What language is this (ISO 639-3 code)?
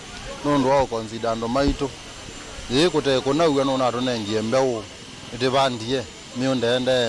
kam